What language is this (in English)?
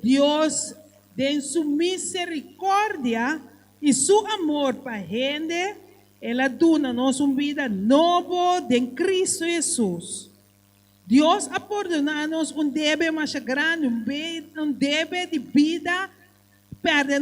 Papiamento